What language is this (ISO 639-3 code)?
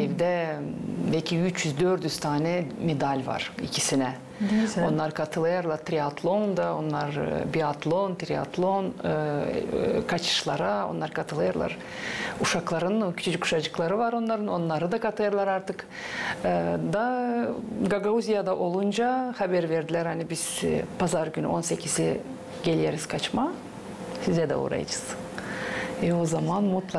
gag